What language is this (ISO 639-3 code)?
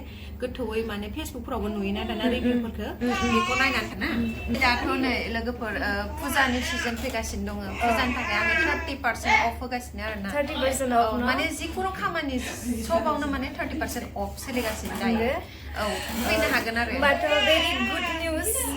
brx